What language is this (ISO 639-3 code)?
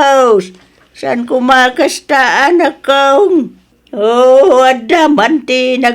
ilo